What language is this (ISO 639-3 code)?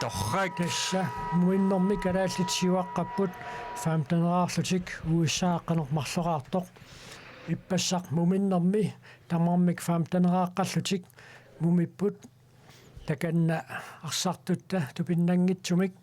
kal